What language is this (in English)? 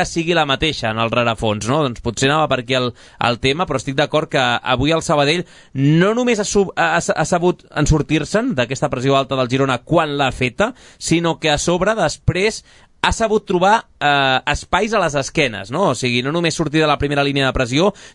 Catalan